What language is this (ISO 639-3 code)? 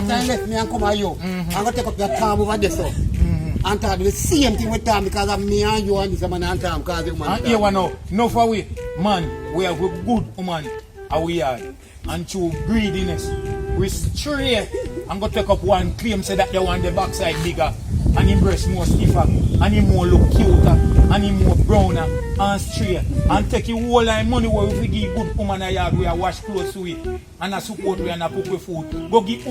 jam